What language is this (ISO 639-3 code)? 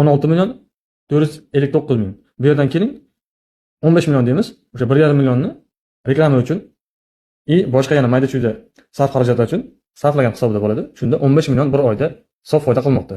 uzb